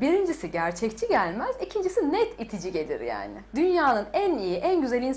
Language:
Turkish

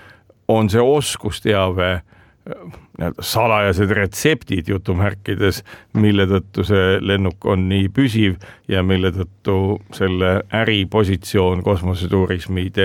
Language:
Estonian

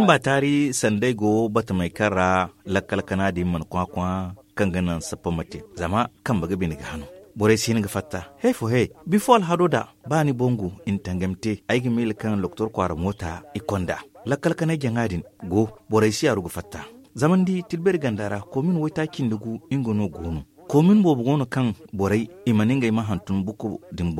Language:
Zarma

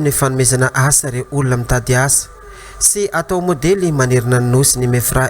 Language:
Malagasy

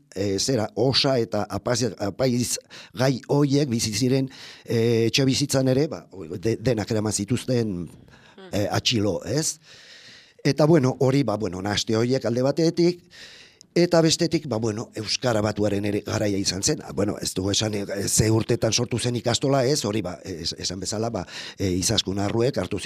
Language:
Basque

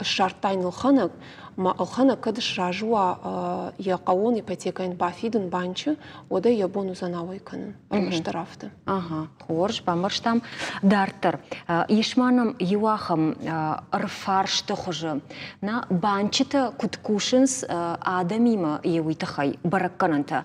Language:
Ossetic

